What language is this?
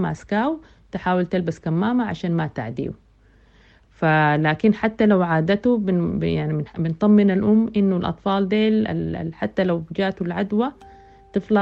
Sudanese Arabic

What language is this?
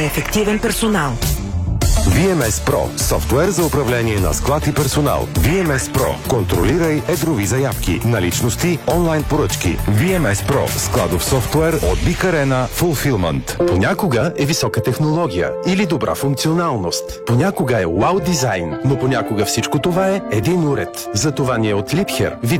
Bulgarian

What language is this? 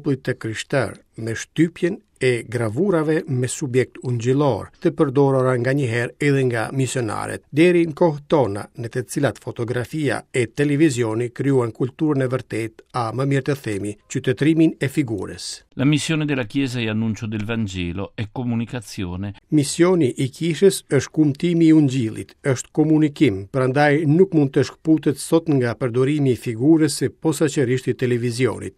Albanian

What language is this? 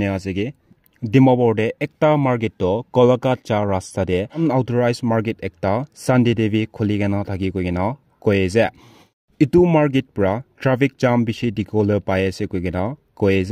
Naga Pidgin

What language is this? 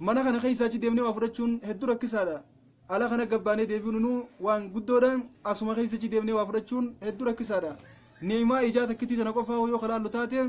Oromo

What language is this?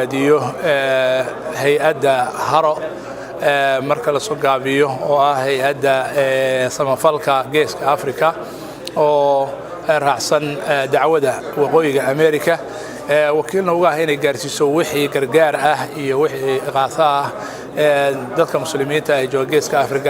Somali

